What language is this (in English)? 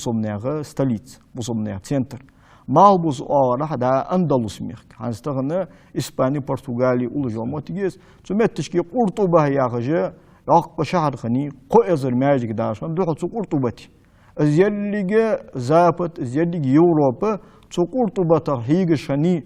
Ingush